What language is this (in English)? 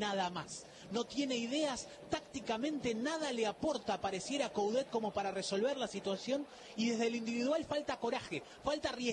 Spanish